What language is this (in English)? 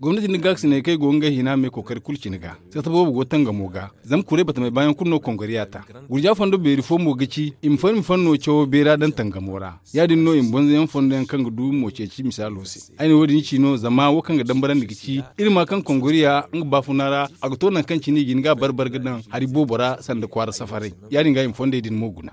Zarma